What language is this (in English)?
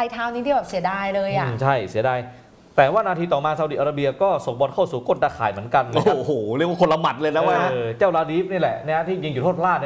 Thai